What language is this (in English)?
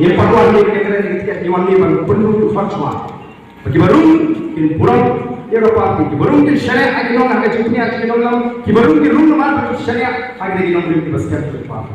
Khasi